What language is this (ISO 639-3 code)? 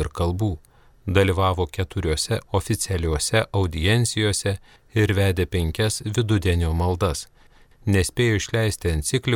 lit